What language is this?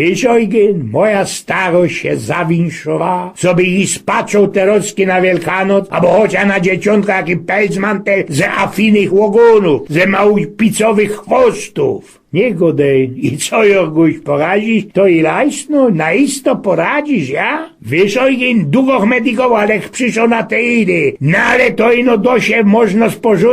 Silesian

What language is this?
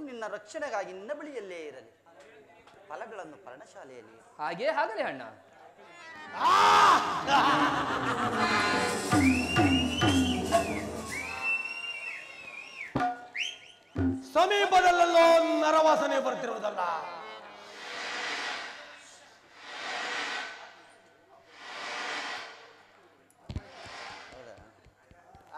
Kannada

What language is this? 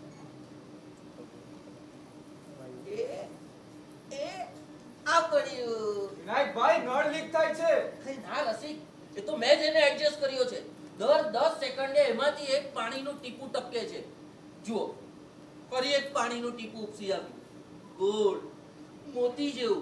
Gujarati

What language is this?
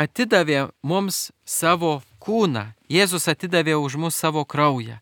Lithuanian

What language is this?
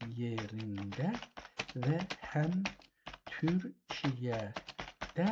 South Azerbaijani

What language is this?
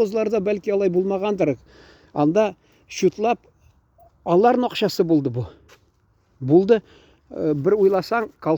Tatar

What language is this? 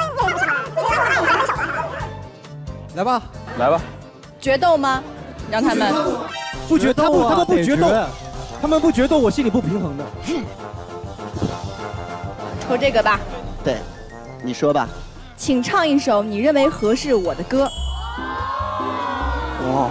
Chinese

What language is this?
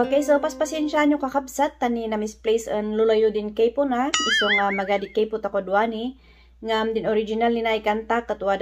Kankanaey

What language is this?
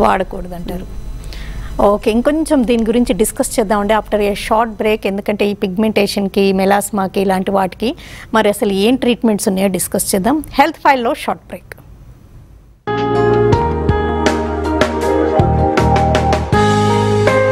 Telugu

